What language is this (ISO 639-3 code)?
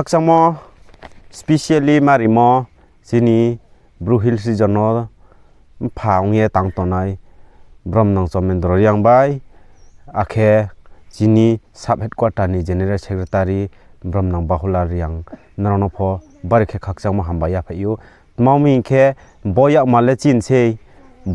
ria